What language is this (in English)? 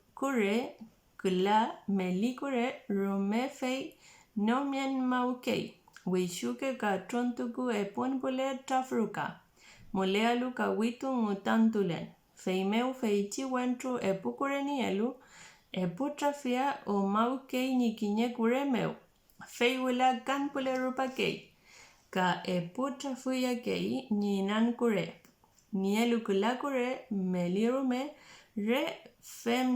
Mapuche